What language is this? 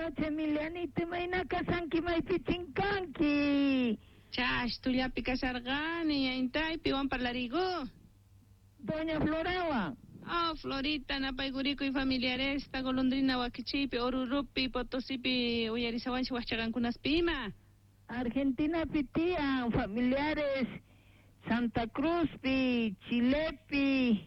South Bolivian Quechua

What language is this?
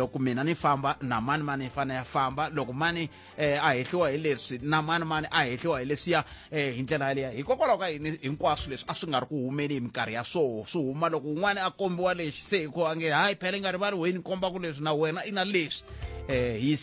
Tsonga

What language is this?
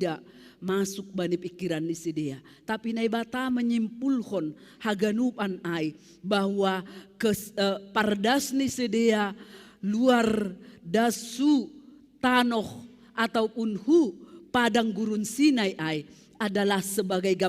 Batak Simalungun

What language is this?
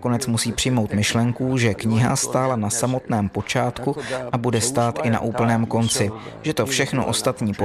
Czech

